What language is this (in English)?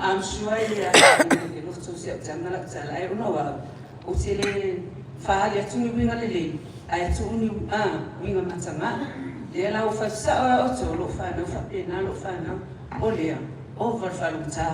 Samoan